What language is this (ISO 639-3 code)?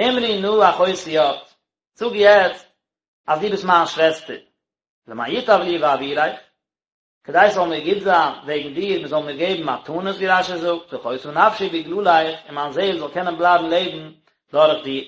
yid